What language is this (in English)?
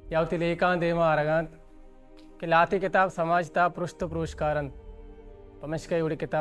Baluchi